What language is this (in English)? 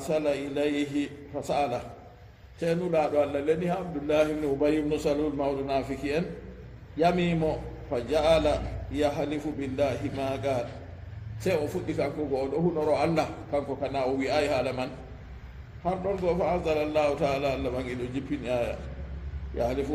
Fula